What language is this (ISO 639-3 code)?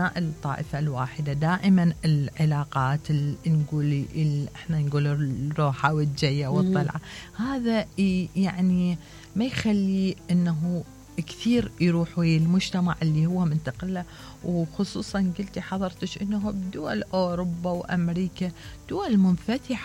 acm